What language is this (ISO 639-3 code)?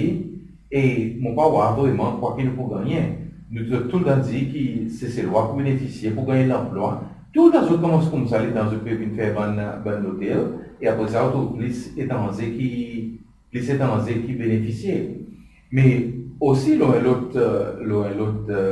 crs